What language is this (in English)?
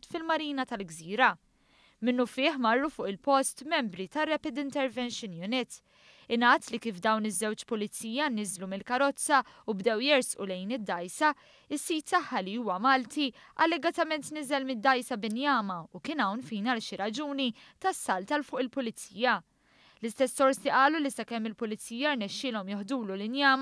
Maltese